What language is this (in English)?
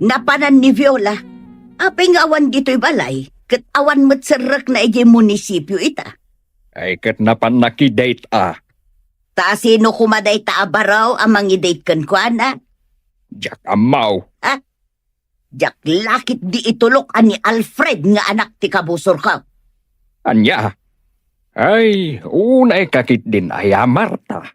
Iloko